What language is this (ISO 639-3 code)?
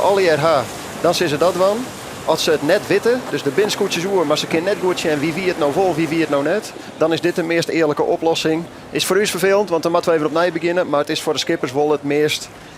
fry